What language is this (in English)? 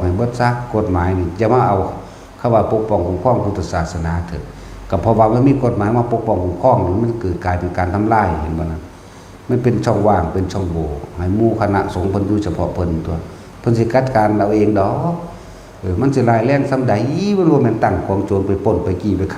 Northeastern Thai